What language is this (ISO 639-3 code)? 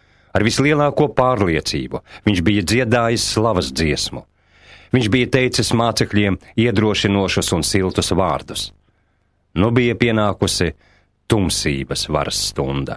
lav